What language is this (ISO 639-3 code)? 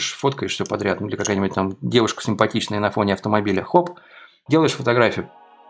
rus